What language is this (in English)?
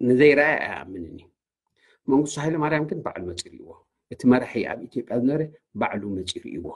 Tigrinya